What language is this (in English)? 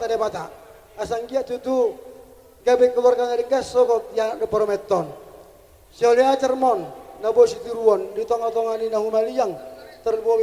Batak Toba